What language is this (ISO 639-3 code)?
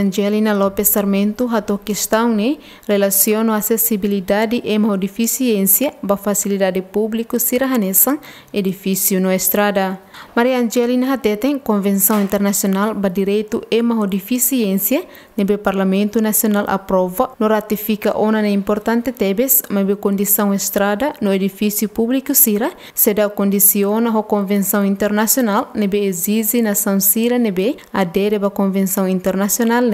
tet